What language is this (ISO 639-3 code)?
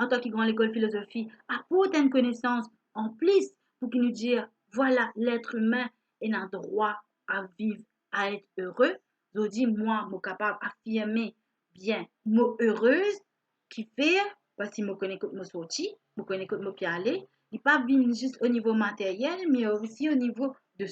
mfe